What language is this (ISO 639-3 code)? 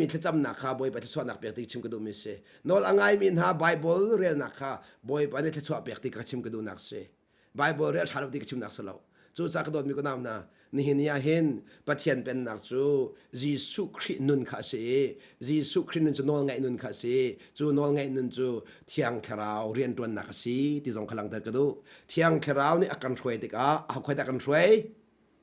cnh